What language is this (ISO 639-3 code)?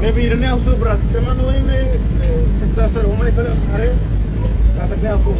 tet